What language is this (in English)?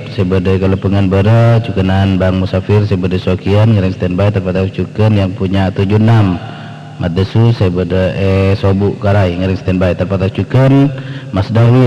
Madurese